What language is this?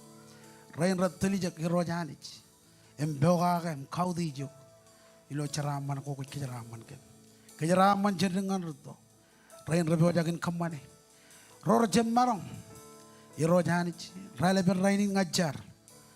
Marshallese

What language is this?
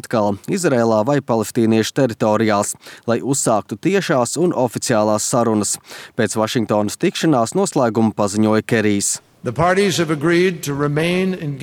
Latvian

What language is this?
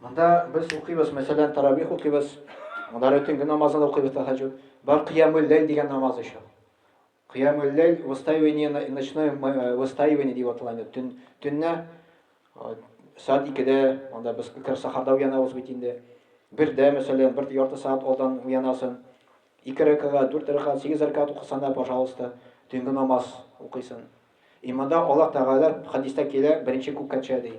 Tatar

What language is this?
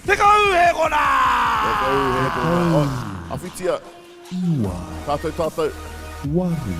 Māori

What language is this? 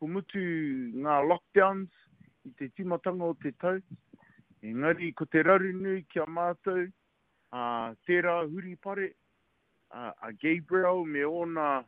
Māori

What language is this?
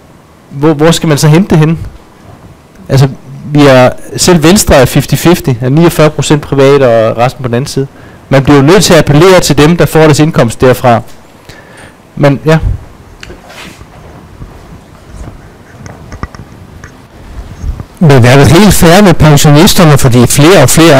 Danish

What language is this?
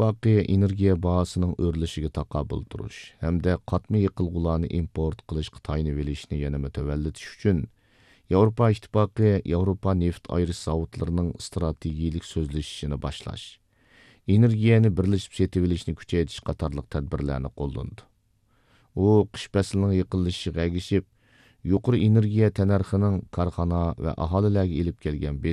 Uyghur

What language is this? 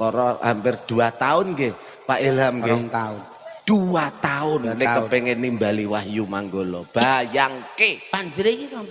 Javanese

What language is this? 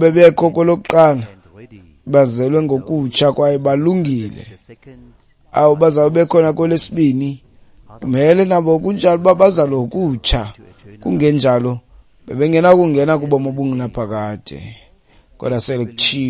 Xhosa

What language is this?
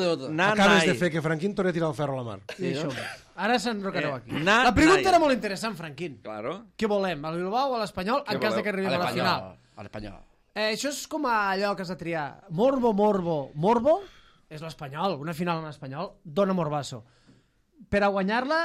Catalan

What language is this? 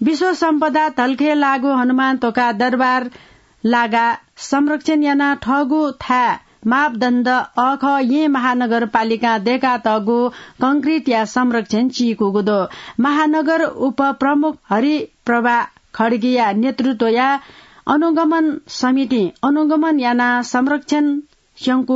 Newari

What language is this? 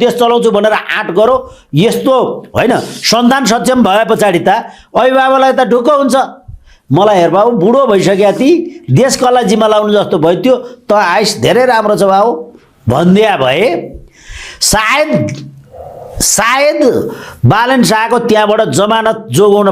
Nepali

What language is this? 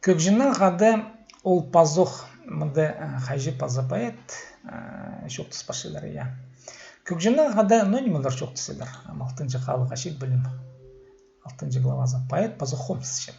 Khakas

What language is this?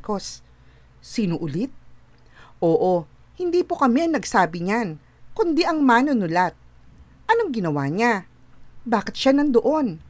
Filipino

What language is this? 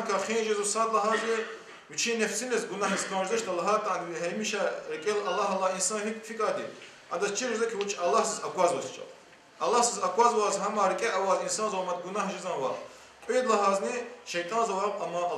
Lezghian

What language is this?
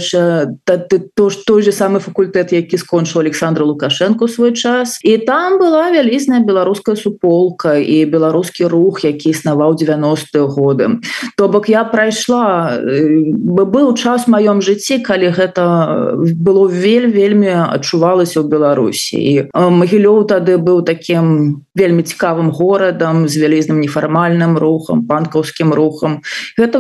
Belarusian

